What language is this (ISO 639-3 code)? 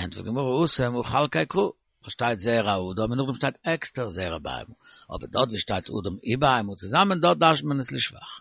yid